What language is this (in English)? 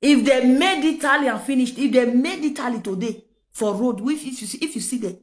Nigerian Pidgin